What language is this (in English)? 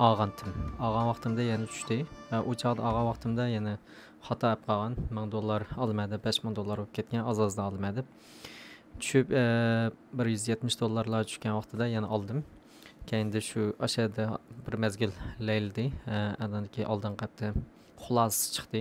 Uyghur